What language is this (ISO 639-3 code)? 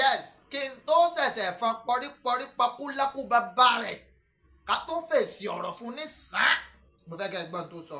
yor